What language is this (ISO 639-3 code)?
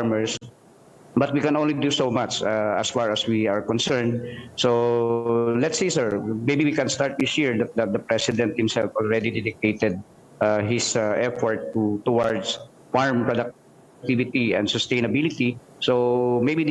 hil